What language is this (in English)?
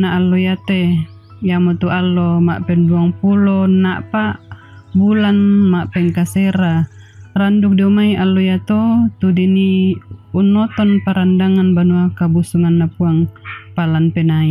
Toraja-Sa'dan